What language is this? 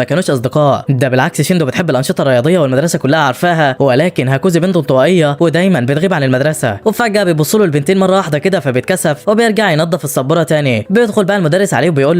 Egyptian Arabic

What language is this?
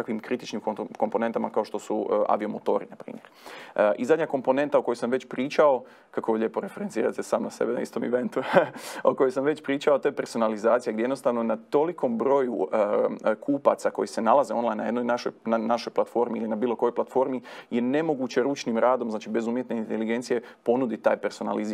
Croatian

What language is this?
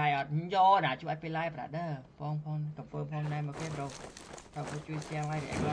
Khmer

